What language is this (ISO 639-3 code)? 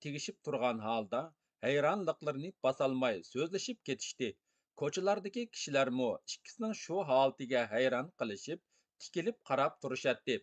uig